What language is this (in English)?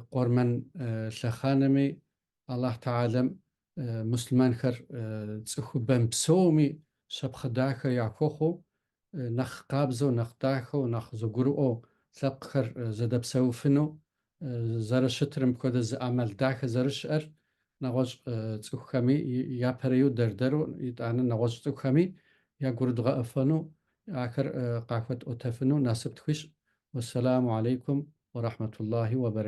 Kabardian